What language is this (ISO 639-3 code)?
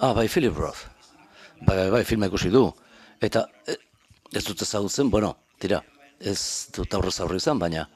eus